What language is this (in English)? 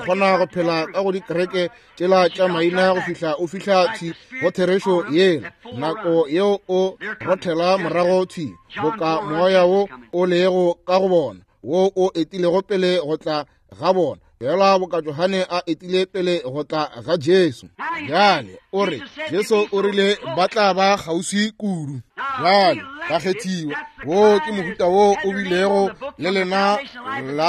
Northern Sotho